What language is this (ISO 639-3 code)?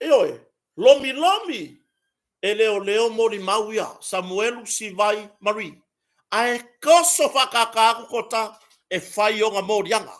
smo